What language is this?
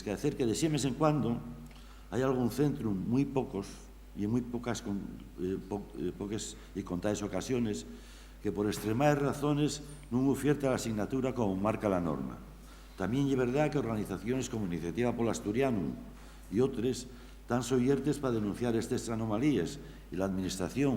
Asturian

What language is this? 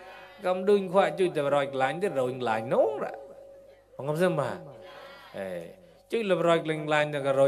Mon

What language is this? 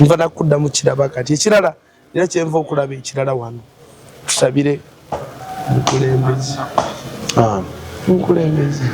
Ganda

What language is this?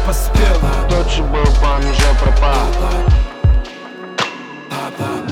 Russian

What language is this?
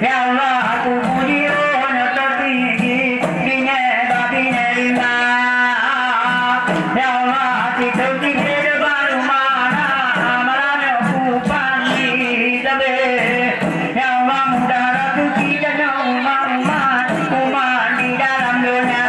Achinese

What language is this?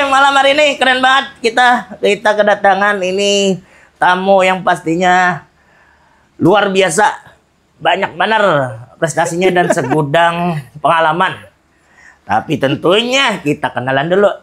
Banjar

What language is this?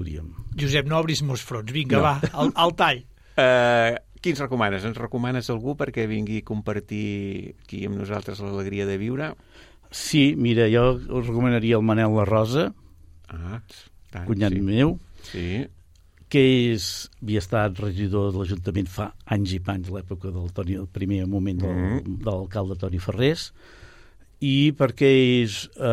Catalan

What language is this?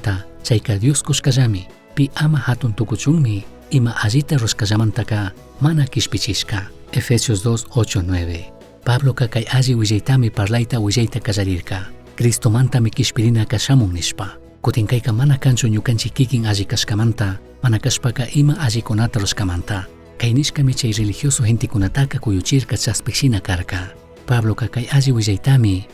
Chimborazo Highland Quichua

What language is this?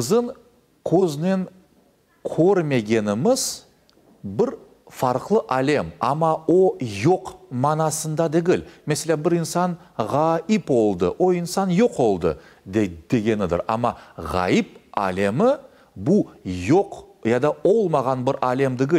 Crimean Tatar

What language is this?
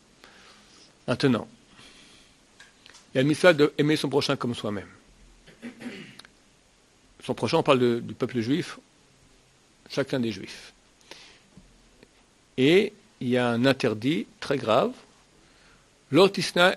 French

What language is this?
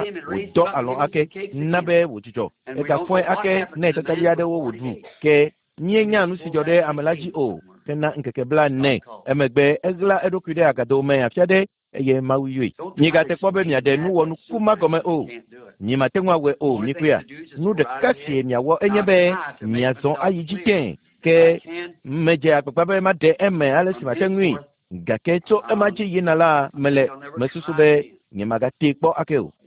Ewe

